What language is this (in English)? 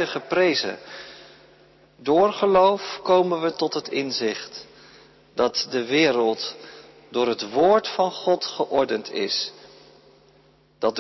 Dutch